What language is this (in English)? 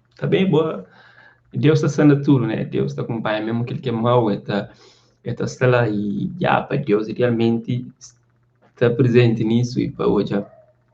Kabuverdianu